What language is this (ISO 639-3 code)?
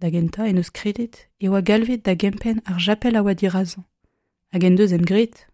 bre